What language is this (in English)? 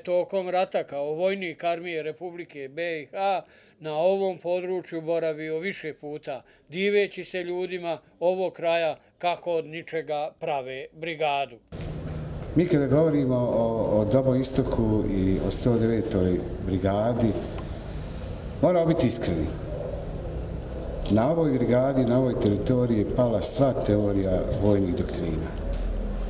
Bosnian